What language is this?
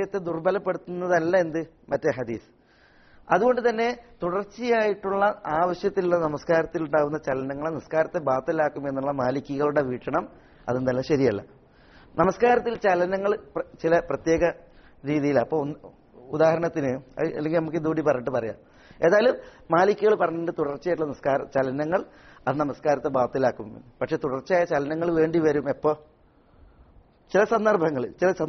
Malayalam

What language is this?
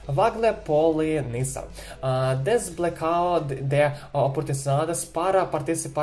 Spanish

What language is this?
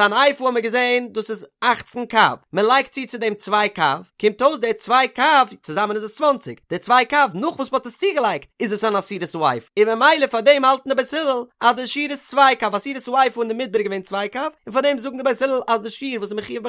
Yiddish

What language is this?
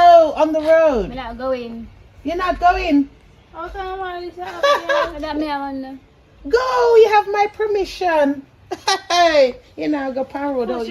Jamaican Creole English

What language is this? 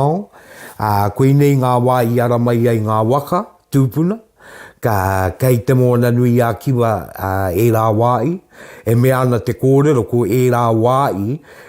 Māori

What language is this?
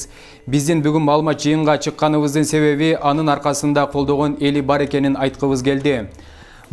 Kyrgyz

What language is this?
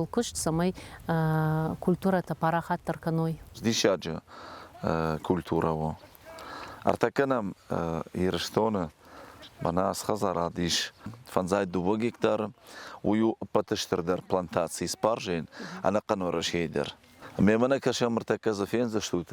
Ossetic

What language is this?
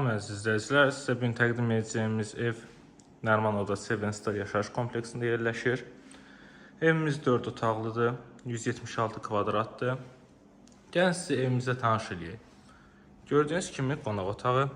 Azerbaijani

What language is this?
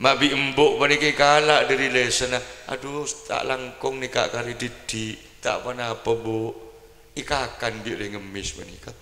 Madurese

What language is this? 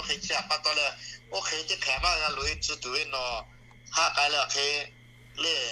Lahu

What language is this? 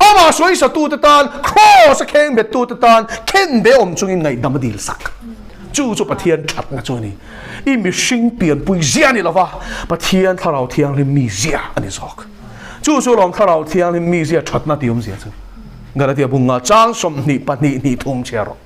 Mizo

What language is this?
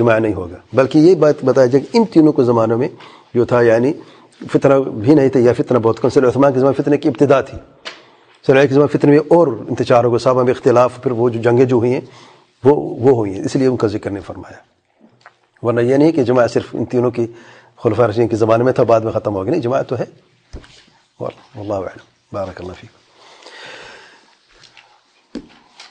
Urdu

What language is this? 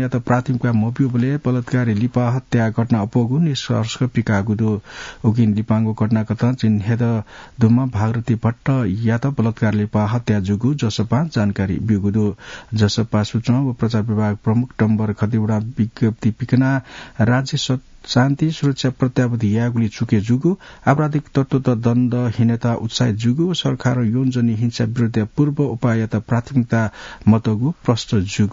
Newari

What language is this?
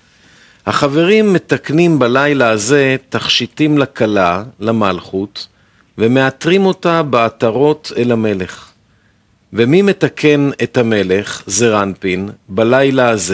Hebrew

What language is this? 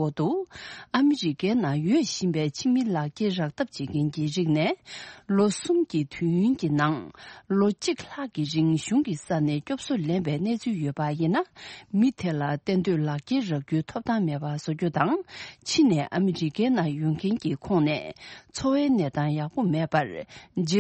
Tibetan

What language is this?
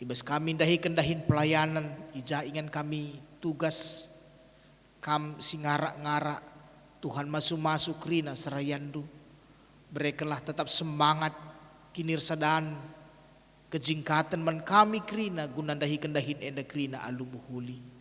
Batak Karo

